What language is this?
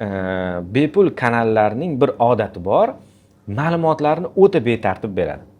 Uzbek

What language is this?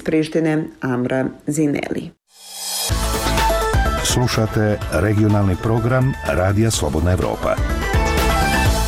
Serbian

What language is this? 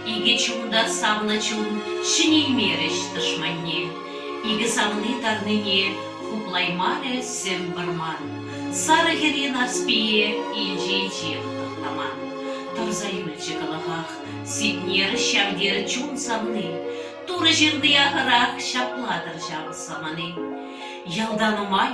Chuvash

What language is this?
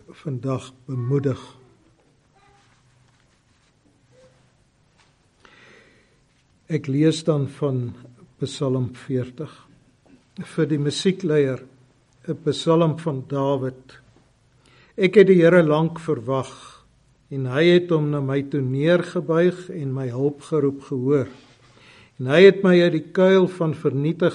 Afrikaans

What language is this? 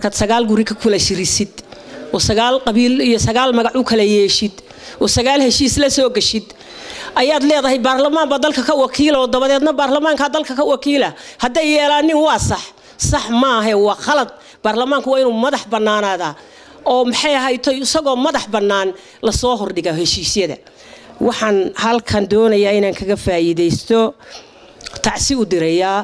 Somali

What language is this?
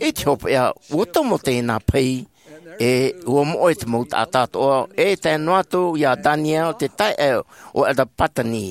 Tahitian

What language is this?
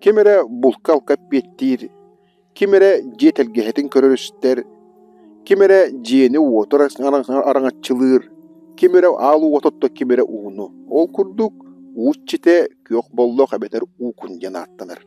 Yakut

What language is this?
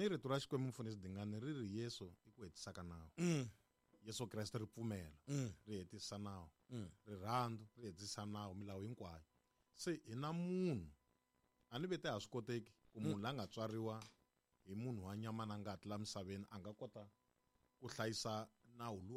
Tsonga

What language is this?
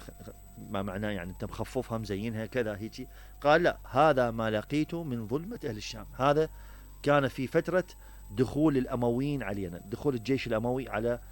Mesopotamian Arabic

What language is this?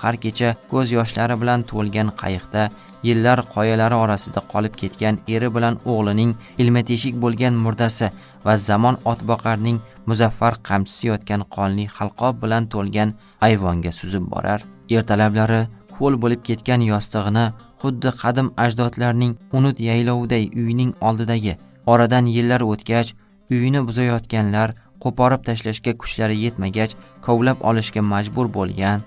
Uzbek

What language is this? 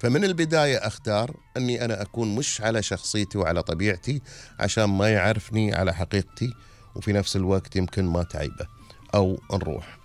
Gulf Arabic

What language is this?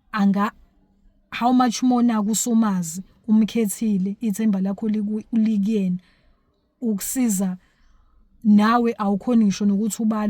Zulu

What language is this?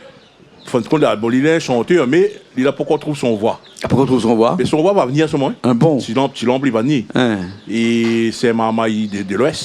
Réunion Creole French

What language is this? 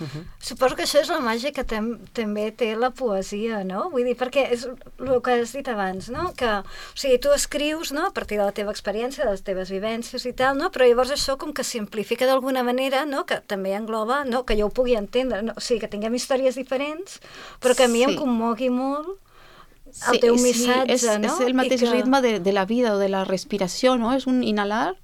Catalan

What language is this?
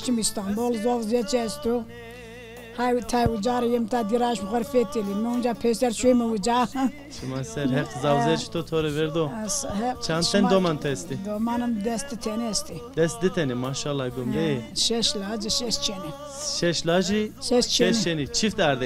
Zaza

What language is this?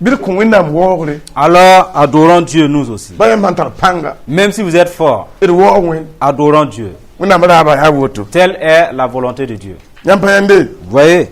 Mossi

